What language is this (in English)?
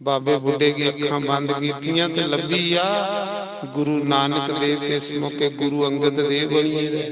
Dogri